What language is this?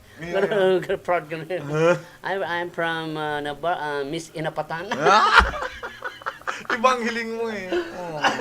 Bikol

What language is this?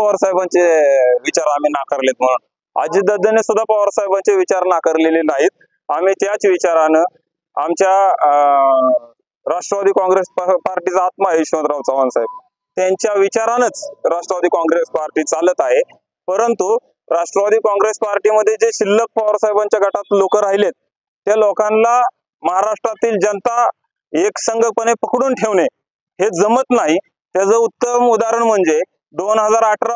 Marathi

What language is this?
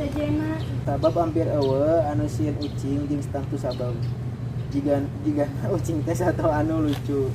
Sundanese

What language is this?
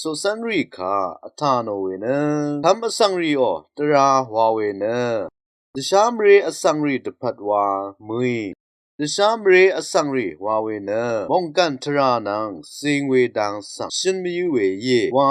Rawang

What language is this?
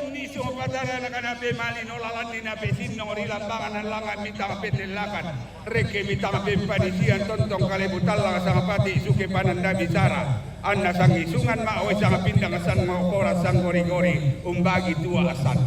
Toraja-Sa'dan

